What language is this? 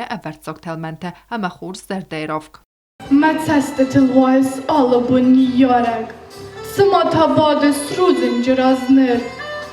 Ossetic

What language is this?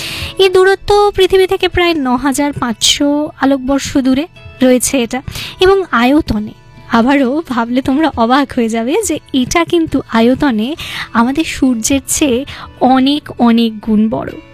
Bangla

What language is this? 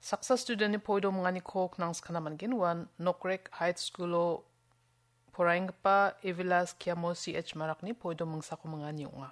Garo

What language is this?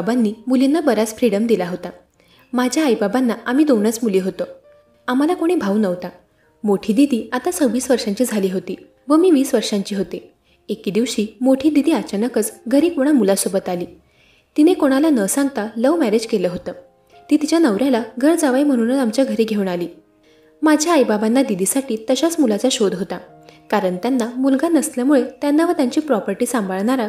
Marathi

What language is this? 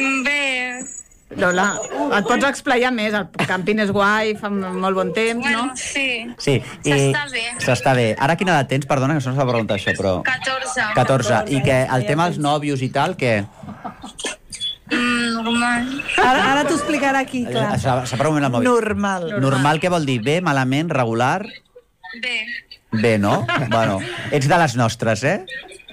Catalan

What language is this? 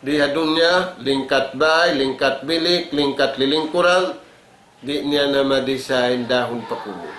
Tausug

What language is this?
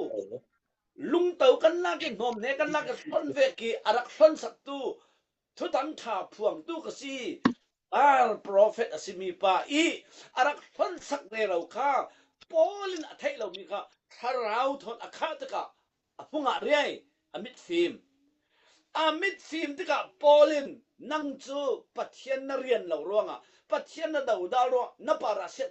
Falam Chin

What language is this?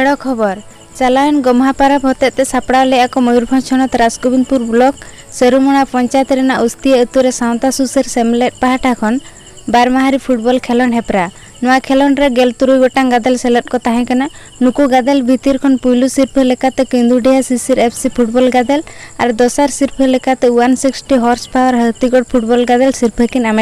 Santali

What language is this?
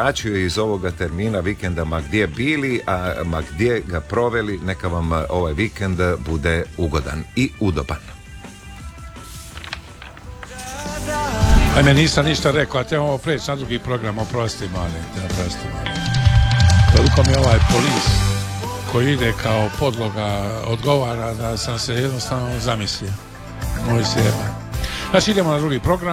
Croatian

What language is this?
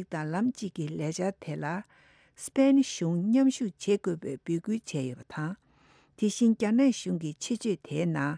Tibetan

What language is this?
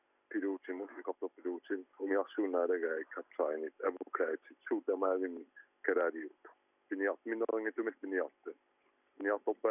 Kalaallisut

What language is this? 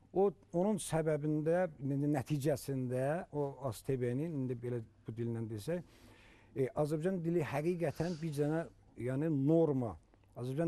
Azerbaijani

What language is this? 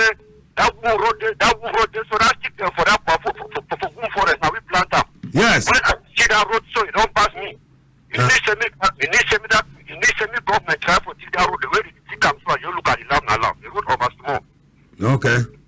Cameroon Pidgin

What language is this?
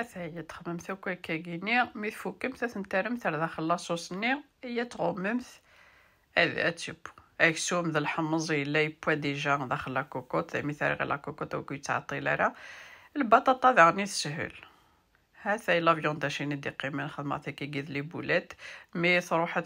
Kabyle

